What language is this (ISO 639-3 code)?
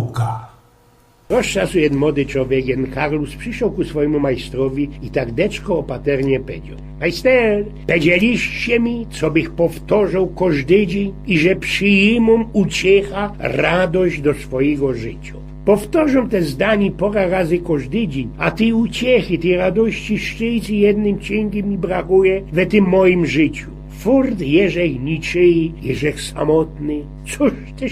szl